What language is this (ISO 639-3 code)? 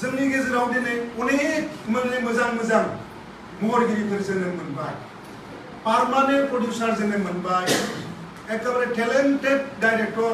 brx